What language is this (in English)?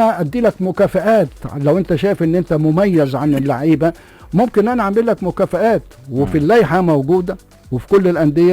Egyptian Arabic